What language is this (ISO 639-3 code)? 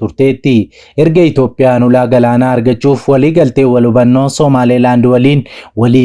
orm